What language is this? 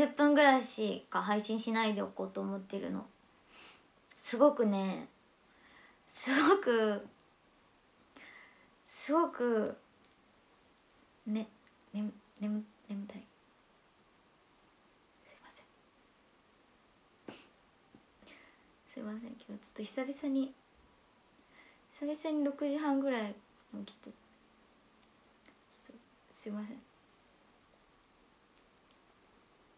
Japanese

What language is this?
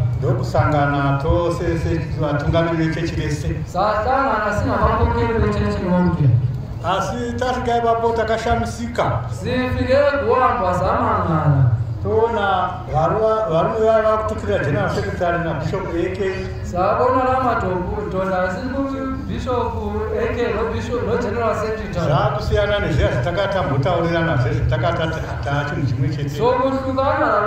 Shona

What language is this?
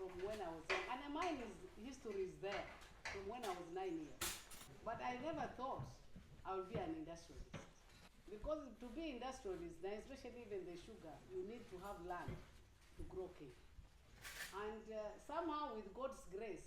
Acoli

